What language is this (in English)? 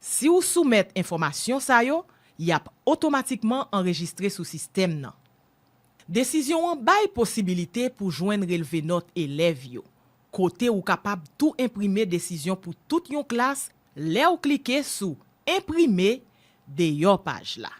Haitian Creole